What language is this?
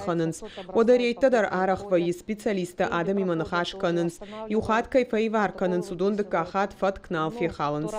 Ossetic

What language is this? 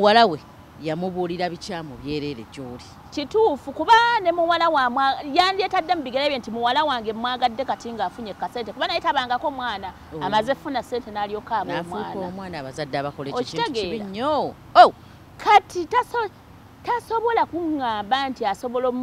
Ganda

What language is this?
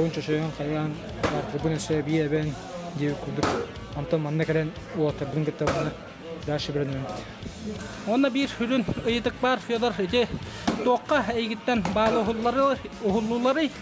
Yakut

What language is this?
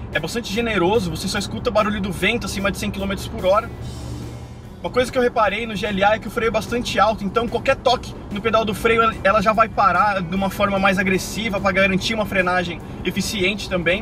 Portuguese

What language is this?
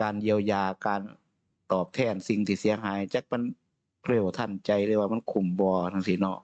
Northeastern Thai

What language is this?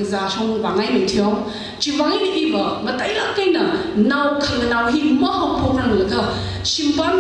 Tangkhul Naga (India)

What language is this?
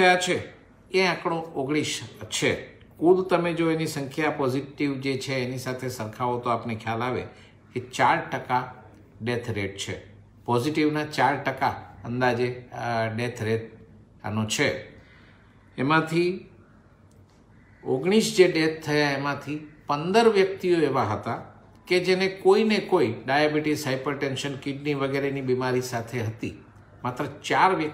Gujarati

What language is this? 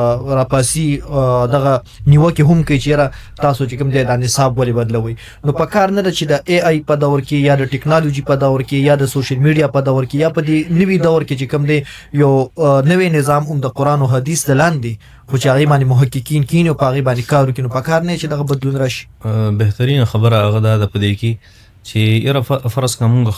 Pashto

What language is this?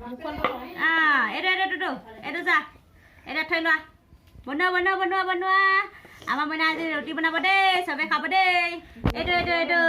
Assamese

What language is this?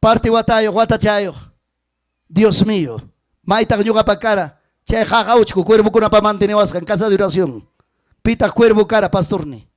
Ayacucho Quechua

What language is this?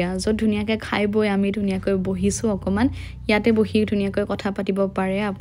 Assamese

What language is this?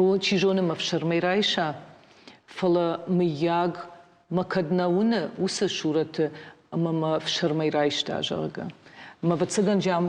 Ossetic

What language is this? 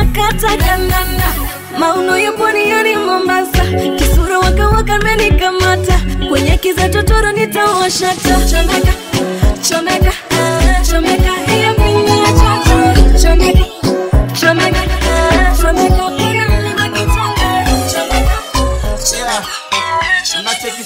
Swahili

